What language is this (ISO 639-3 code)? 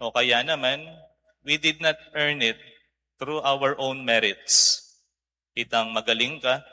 pam